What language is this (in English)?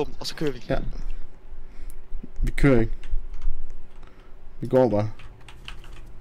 Danish